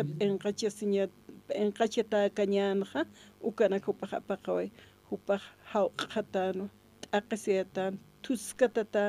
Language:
Aymara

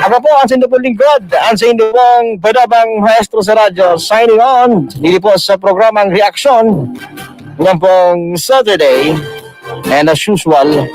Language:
Bikol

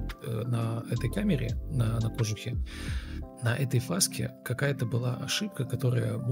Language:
Russian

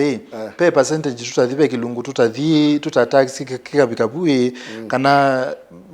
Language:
Kamba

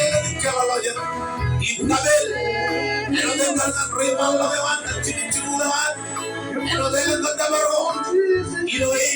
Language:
Marshallese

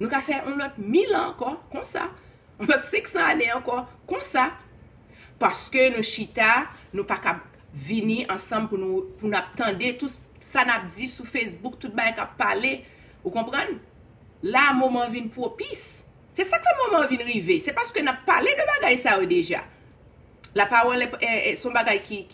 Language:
Haitian Creole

